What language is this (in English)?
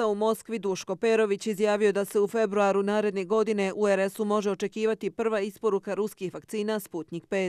Bosnian